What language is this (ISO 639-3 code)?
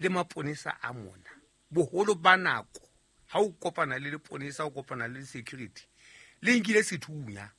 sot